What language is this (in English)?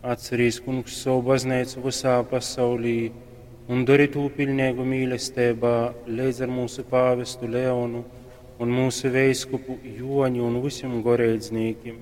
Latgalian